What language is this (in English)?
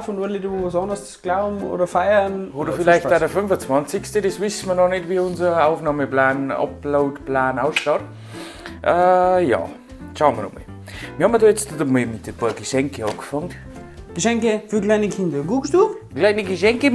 Bavarian